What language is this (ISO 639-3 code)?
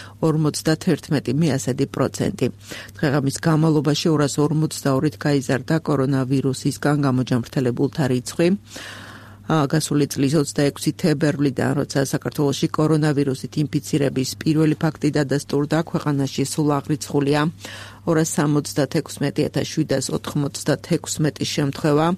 kat